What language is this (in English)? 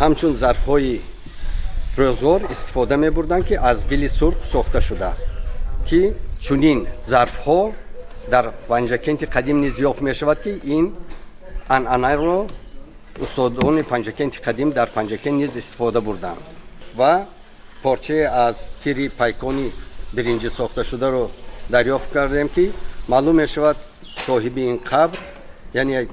Tajik